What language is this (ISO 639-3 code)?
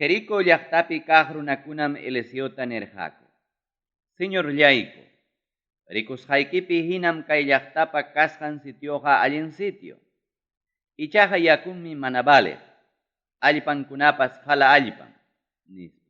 quy